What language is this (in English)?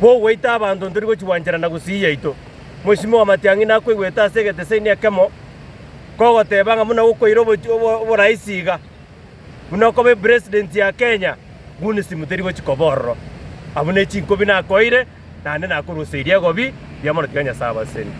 Gusii